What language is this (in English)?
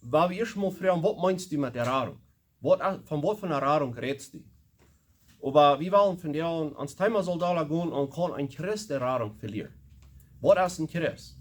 Plautdietsch